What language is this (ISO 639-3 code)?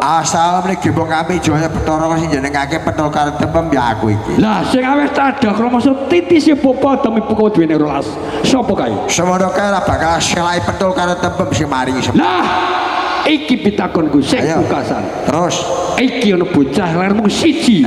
jav